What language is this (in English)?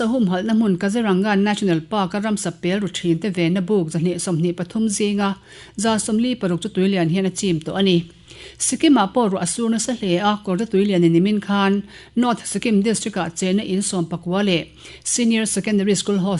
Mizo